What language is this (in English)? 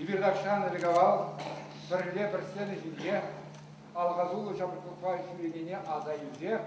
Chuvash